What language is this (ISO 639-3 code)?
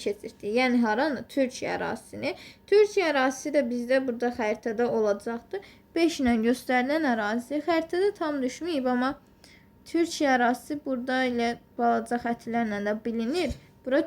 aze